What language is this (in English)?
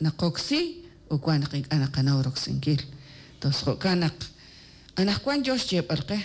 Kekchí